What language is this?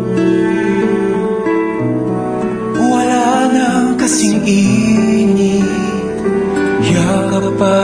Filipino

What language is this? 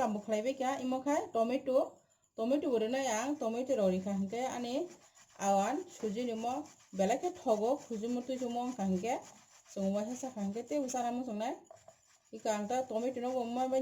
Kok Borok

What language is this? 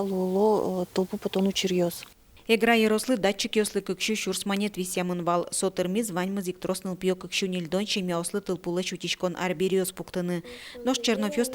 Udmurt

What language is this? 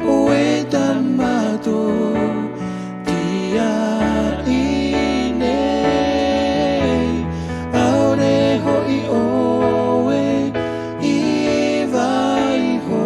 Tahitian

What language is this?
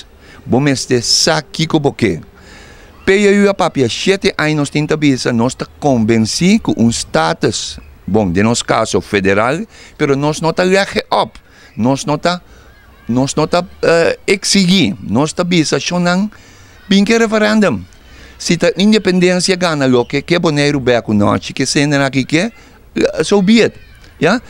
Papiamento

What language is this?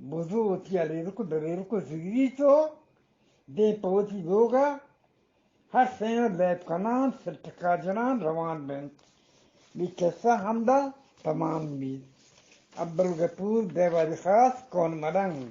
Eastern Balochi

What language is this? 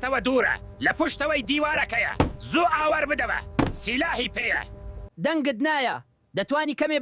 Central Kurdish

